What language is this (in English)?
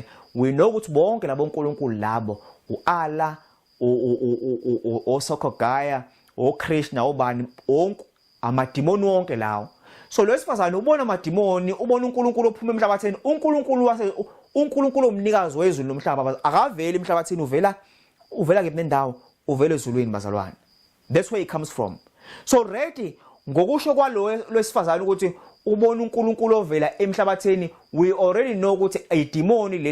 Zulu